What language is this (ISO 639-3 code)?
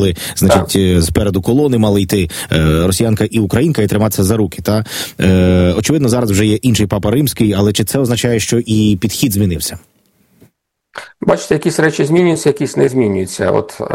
ukr